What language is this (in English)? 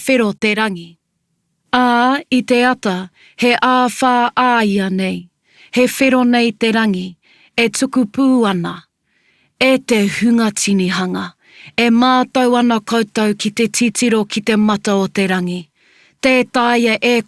Māori